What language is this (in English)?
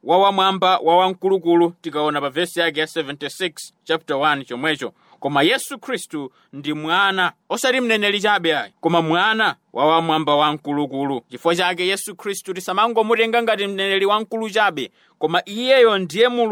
Nyanja